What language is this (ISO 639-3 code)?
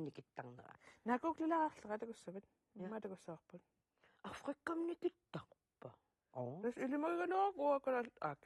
kal